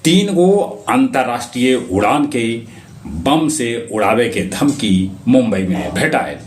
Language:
Magahi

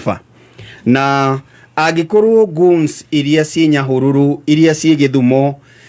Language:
Kikuyu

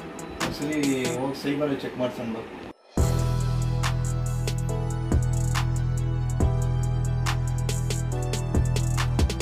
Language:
Kannada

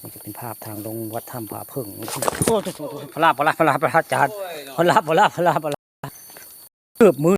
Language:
Northeastern Thai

